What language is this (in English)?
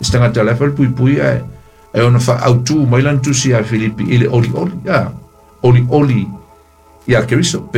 Samoan